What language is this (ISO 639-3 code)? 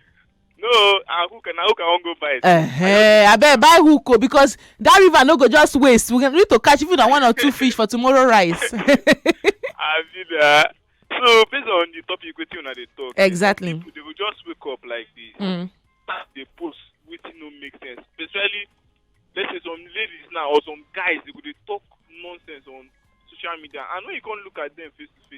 pcm